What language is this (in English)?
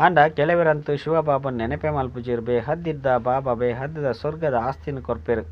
Tulu